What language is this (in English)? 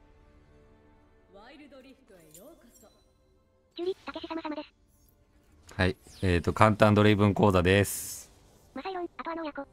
Japanese